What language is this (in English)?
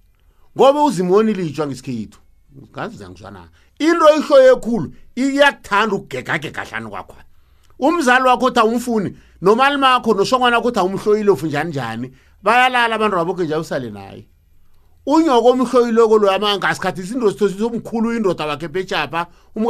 South Ndebele